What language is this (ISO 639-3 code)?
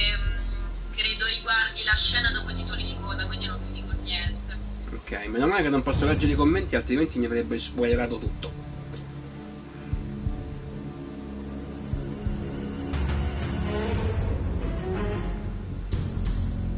ita